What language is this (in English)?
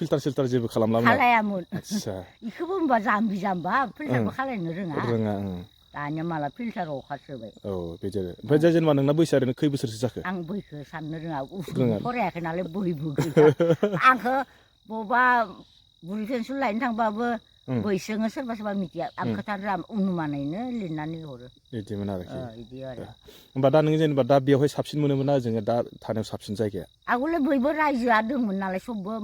Bodo